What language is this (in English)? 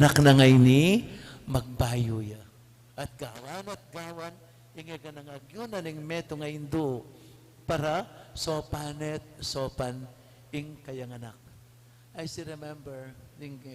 Pampanga